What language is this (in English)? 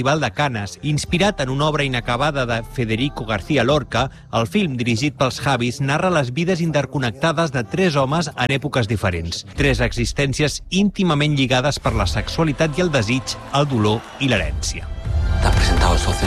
Catalan